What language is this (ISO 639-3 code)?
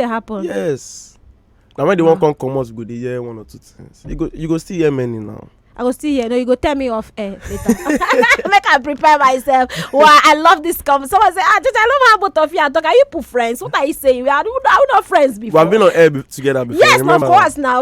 pcm